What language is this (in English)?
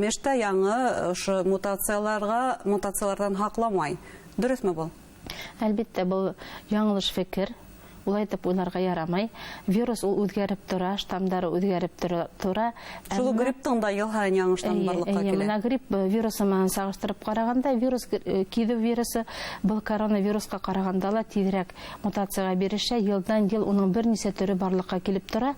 Bashkir